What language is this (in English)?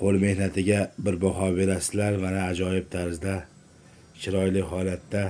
Uzbek